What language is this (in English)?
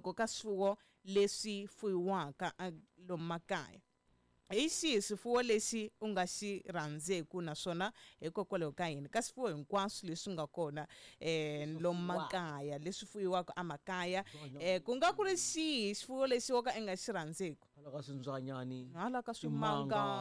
Tsonga